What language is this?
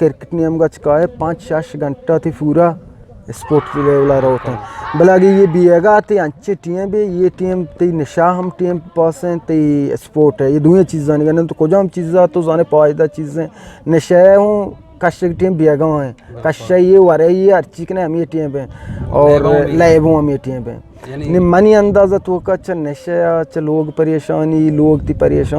Eastern Balochi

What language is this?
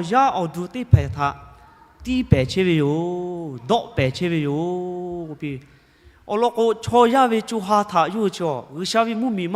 Lahu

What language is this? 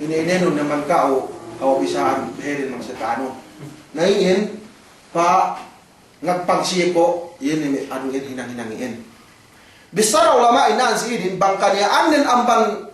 Yakan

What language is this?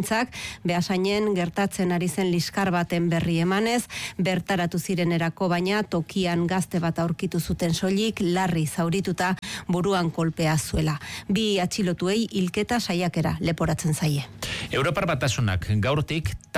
Basque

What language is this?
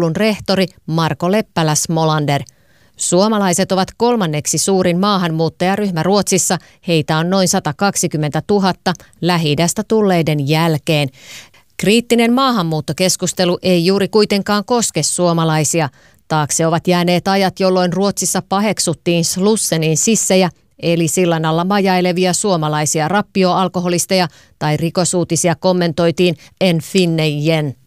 Finnish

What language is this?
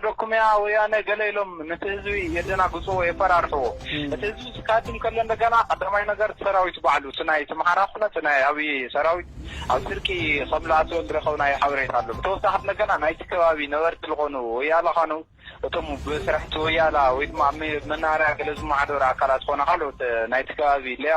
Tigrinya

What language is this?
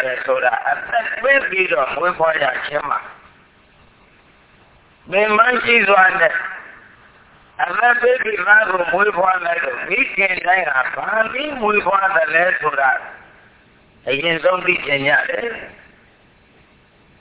Burmese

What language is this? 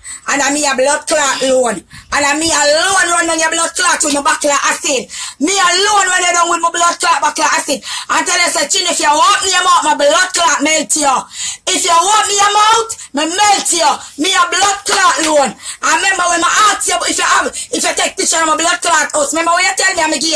Jamaican Creole English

